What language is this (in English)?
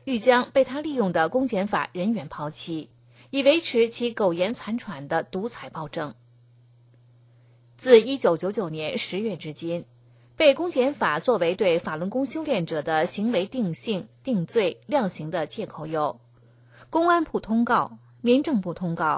Chinese